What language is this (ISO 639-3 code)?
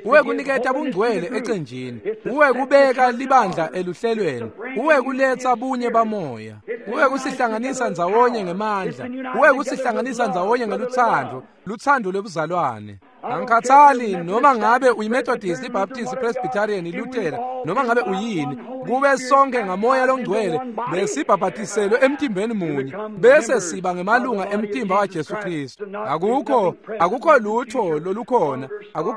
ssw